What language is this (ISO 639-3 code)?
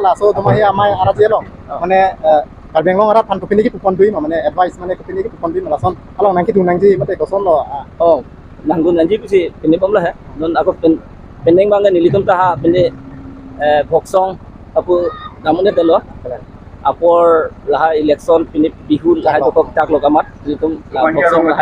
mjw